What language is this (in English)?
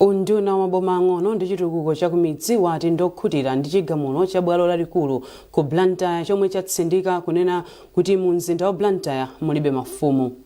Nyanja